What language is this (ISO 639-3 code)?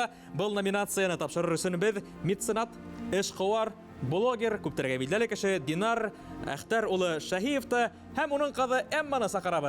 bak